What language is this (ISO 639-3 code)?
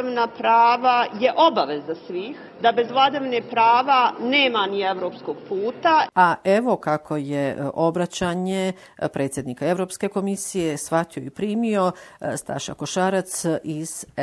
hrv